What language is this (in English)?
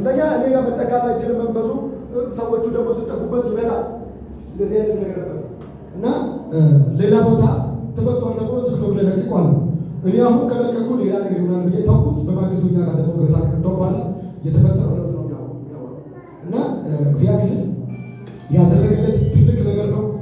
Amharic